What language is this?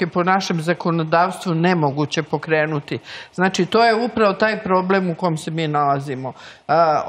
Serbian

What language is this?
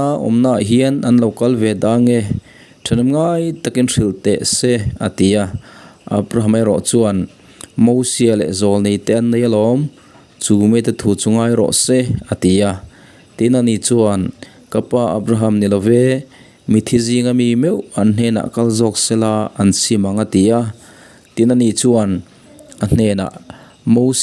Mizo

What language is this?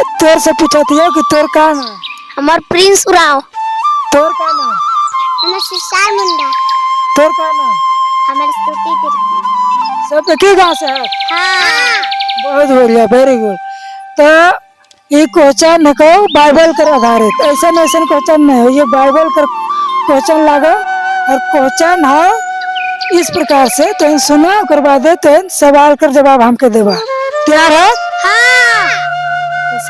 Sadri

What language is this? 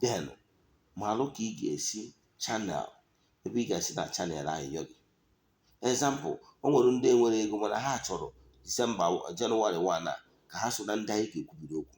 Igbo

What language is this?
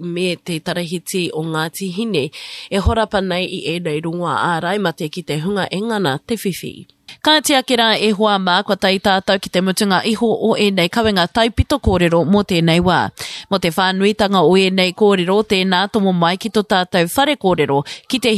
Māori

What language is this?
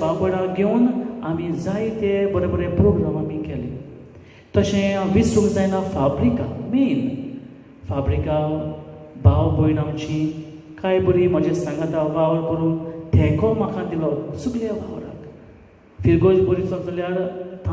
Konkani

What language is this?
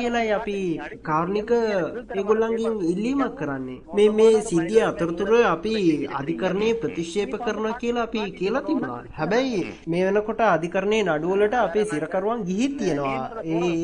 Sinhala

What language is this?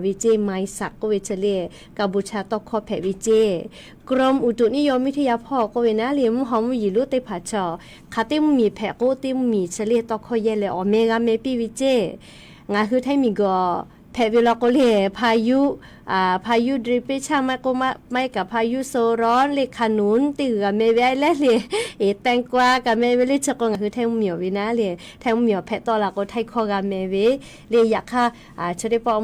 Lahu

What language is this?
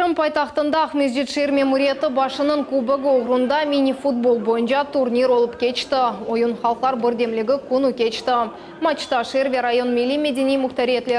Crimean Tatar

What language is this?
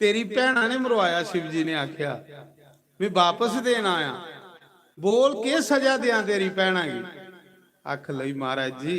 Dogri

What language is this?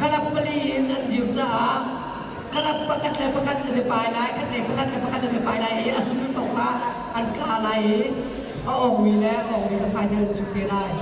Hakha Chin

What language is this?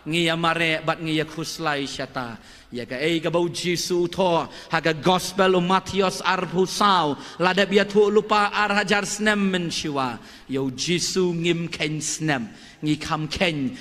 Khasi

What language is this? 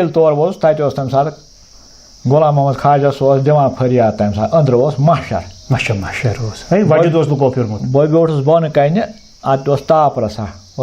Kashmiri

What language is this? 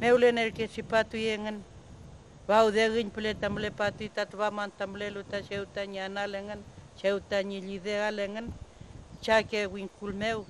Mapuche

